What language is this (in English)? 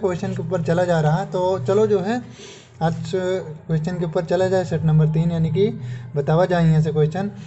Awadhi